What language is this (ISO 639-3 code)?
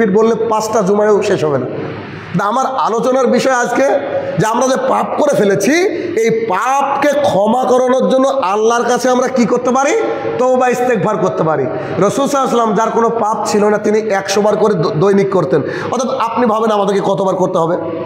ben